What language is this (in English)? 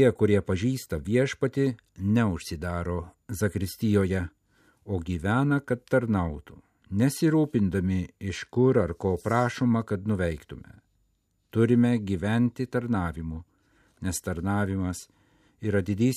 Lithuanian